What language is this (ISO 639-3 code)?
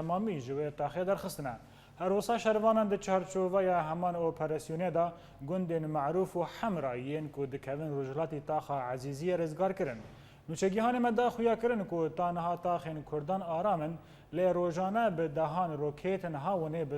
kur